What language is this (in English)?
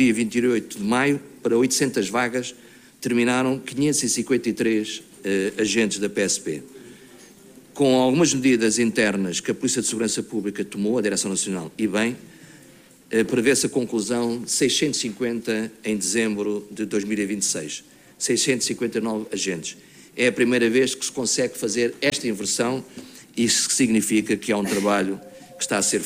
Portuguese